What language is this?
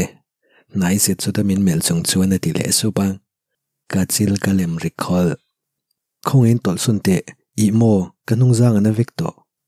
Mizo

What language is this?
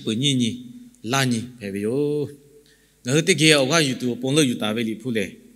Lahu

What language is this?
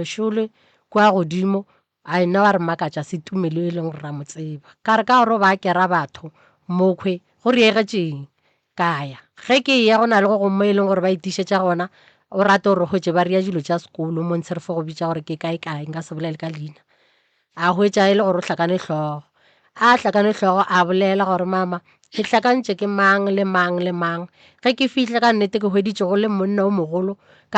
Northern Sotho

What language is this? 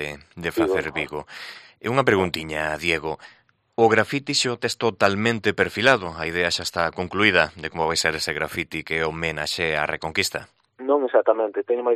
Galician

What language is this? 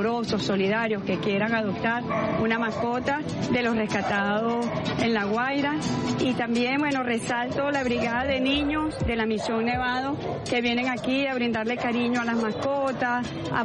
Spanish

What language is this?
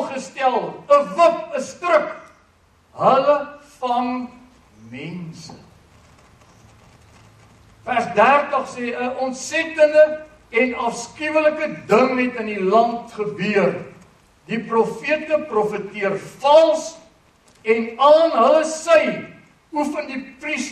Afrikaans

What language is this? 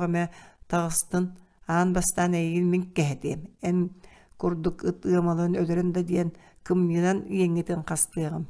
Yakut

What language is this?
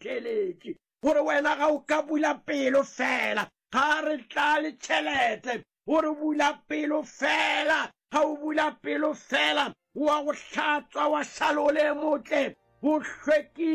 Northern Sotho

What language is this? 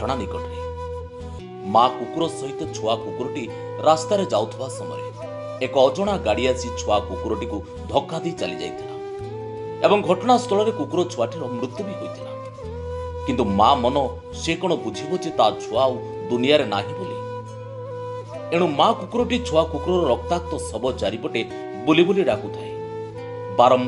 Odia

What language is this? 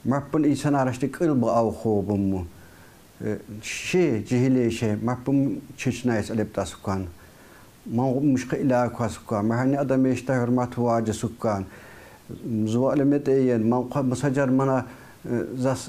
Tsakhur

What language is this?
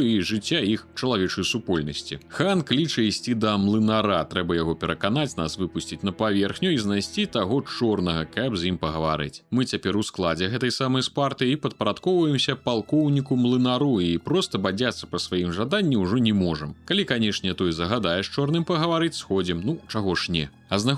Belarusian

